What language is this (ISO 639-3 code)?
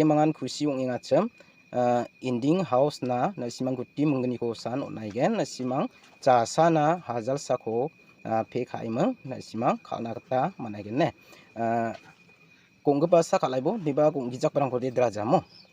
grt